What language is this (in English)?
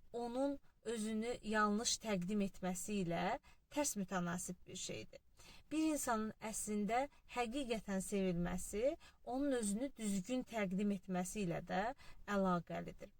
Azerbaijani